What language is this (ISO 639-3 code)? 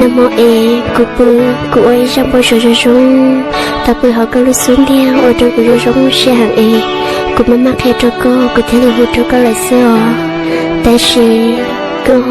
hmn